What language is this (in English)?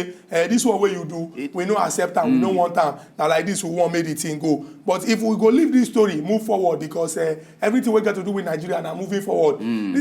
Nigerian Pidgin